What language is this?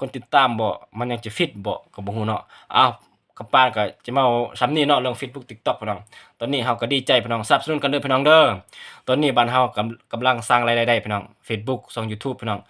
Lao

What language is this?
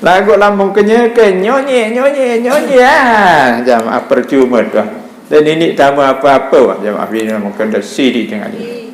Sasak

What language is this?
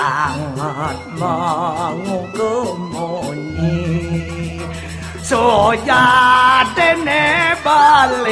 Balinese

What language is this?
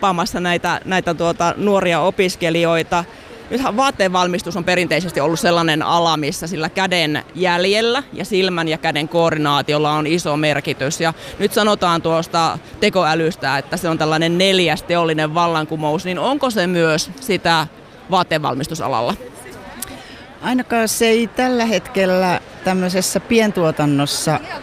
Finnish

